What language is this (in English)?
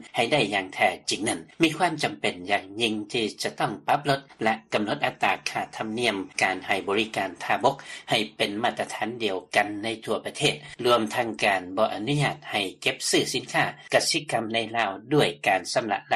Lao